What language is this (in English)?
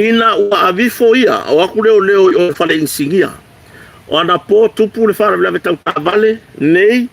Samoan